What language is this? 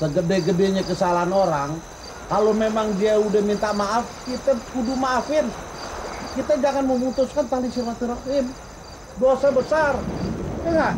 Betawi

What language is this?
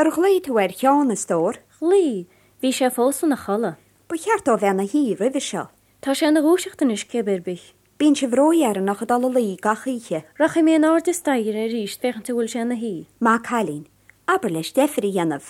Irish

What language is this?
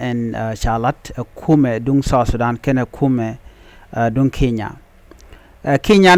Nuer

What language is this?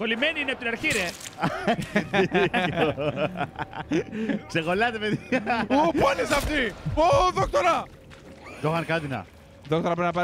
Greek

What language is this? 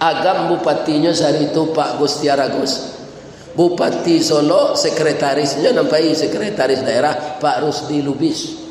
Minangkabau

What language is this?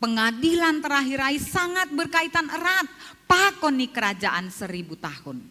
Batak Simalungun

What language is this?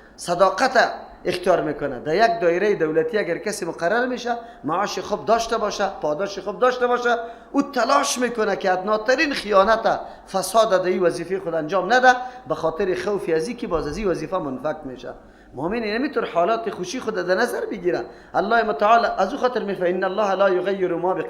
Persian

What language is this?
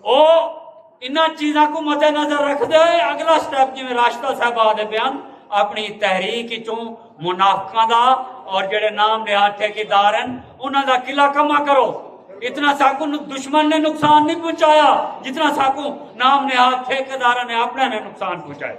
Saraiki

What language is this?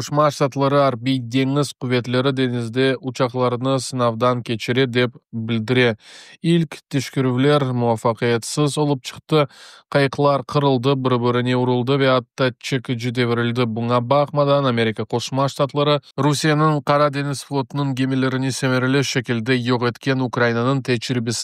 Crimean Tatar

